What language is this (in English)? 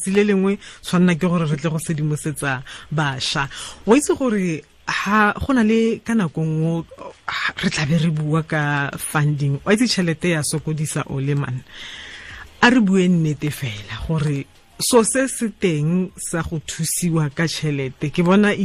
Tswana